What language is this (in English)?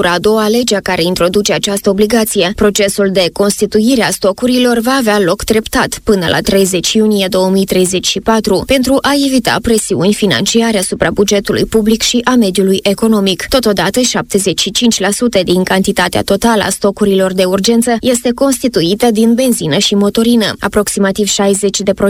Romanian